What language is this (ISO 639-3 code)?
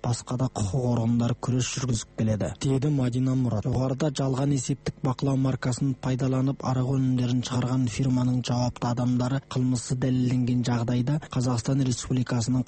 kaz